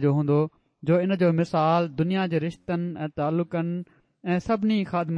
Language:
Sindhi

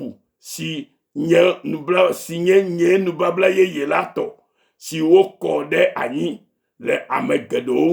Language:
Ewe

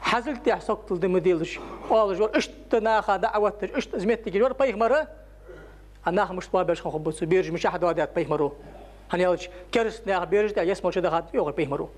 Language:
Ingush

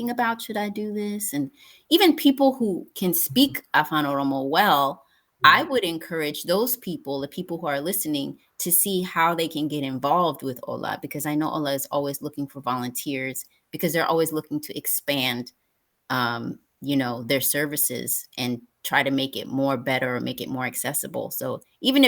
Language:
English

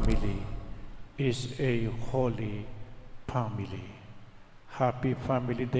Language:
Pampanga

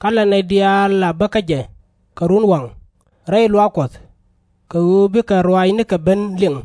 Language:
Nuer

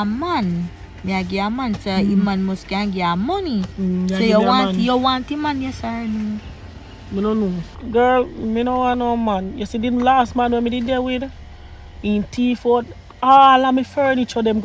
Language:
Jamaican Creole English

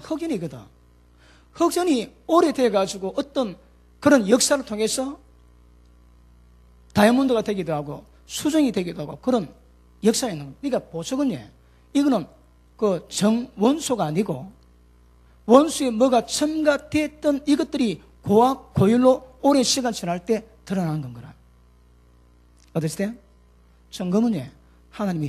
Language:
Korean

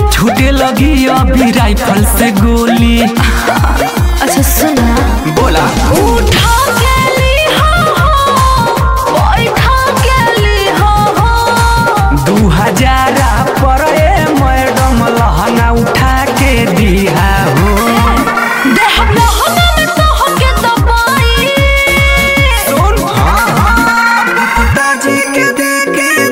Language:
Bhojpuri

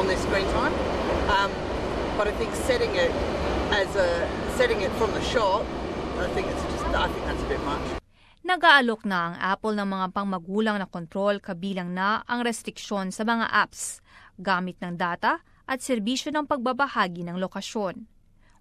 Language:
Filipino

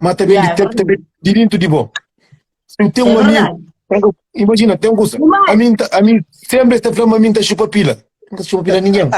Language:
Kabuverdianu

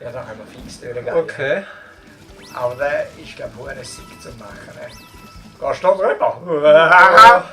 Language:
Swiss German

